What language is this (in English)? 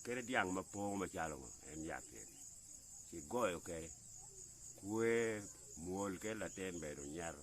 Acoli